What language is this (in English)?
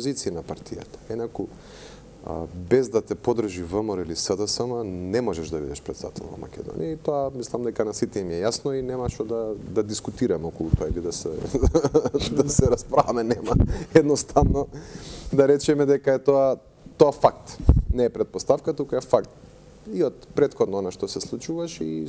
Macedonian